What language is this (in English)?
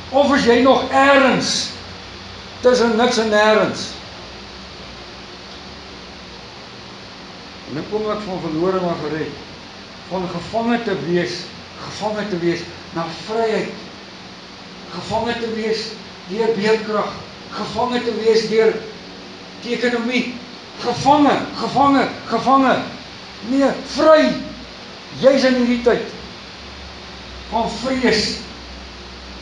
Afrikaans